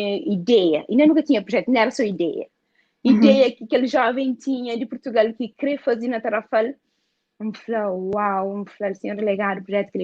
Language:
Kabuverdianu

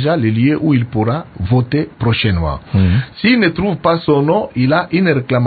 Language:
French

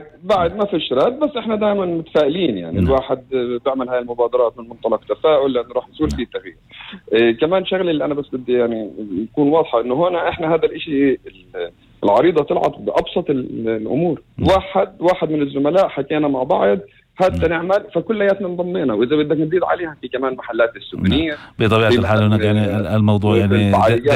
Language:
North Levantine Arabic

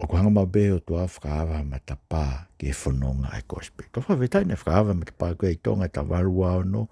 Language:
Tongan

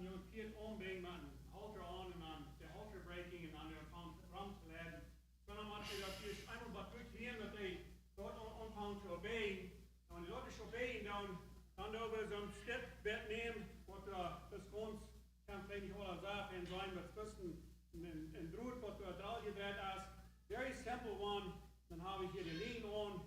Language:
Plautdietsch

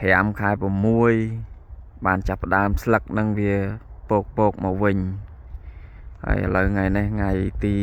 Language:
Khmer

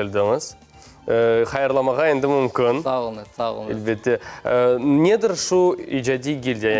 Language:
Crimean Tatar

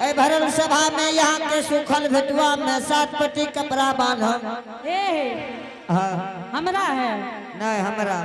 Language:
Angika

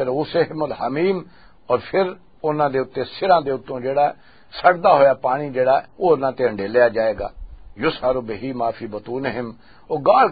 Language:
Western Panjabi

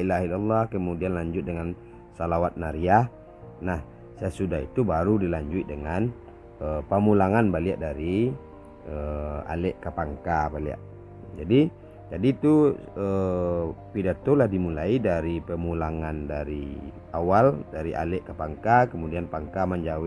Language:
Minangkabau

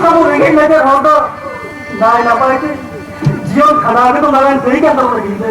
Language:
Santali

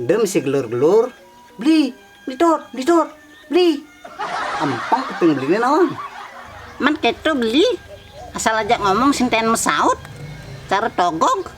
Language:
Balinese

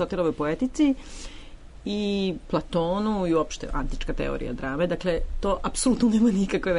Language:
Serbian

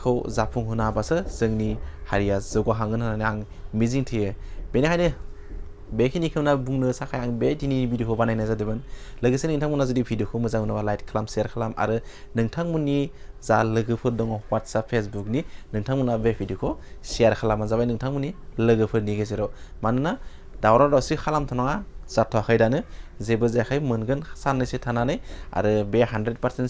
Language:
Bodo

